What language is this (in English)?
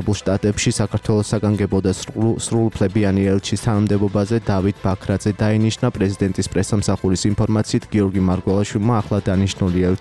Georgian